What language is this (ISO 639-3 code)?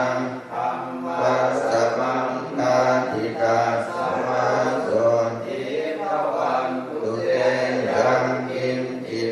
pli